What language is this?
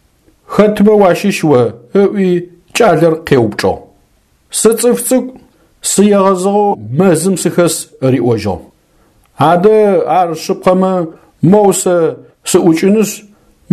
Adyghe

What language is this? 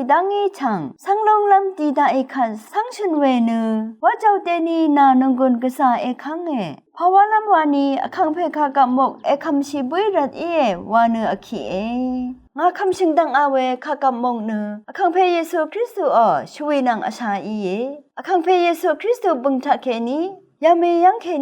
Rawang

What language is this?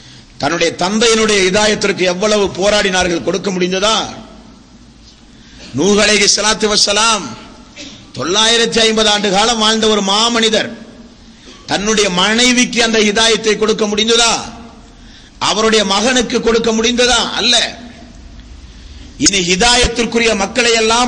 Tamil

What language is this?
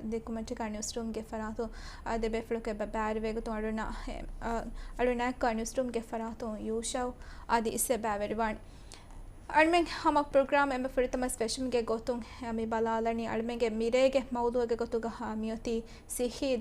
Divehi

